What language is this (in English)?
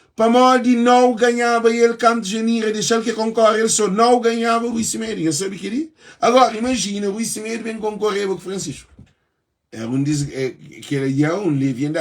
Kabuverdianu